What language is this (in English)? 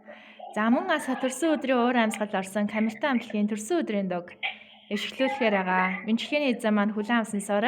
Mongolian